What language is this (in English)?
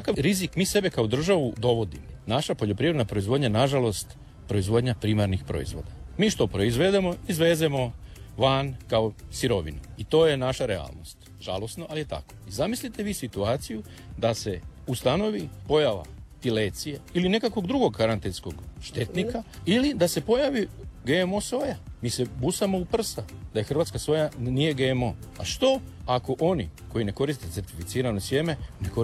Croatian